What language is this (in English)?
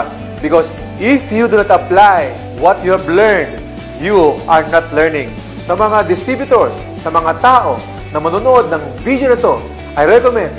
Filipino